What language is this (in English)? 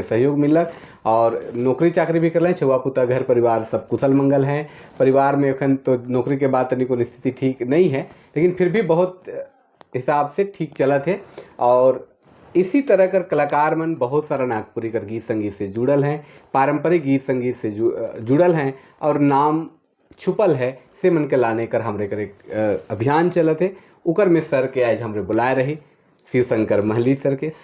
Sadri